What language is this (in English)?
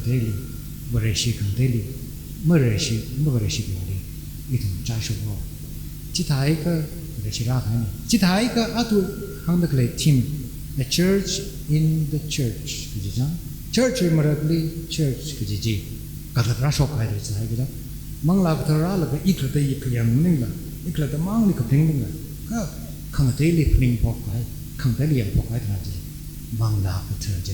Tangkhul Naga (India)